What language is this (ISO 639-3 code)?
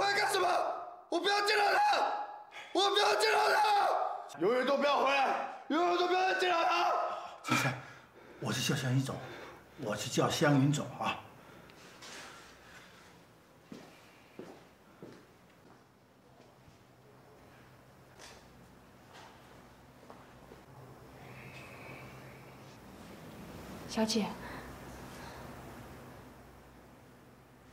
zho